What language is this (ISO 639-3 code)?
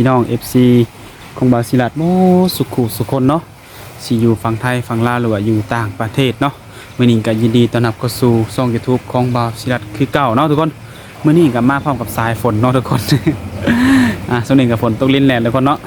lao